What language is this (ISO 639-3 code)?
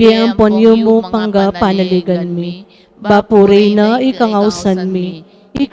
pam